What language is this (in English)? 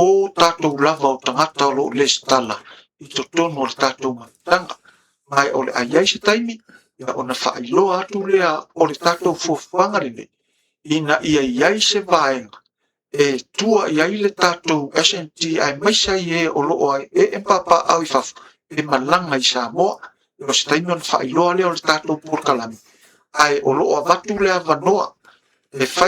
Samoan